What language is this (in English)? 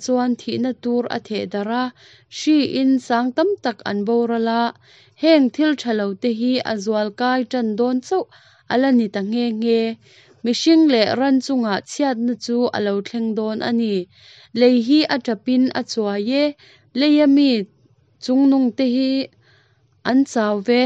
Mizo